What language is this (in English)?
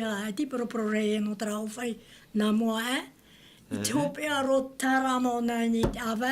Tahitian